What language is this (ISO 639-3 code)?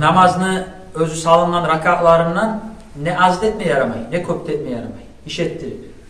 kum